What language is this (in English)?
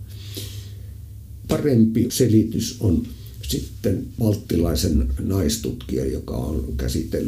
Finnish